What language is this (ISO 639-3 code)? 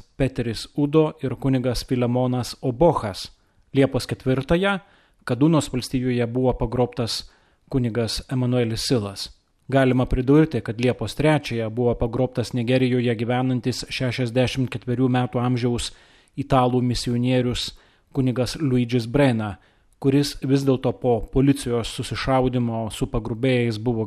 lit